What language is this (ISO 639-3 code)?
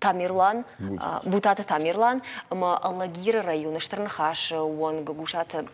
oss